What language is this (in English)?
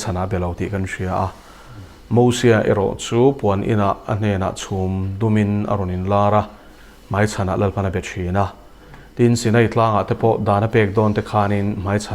Mizo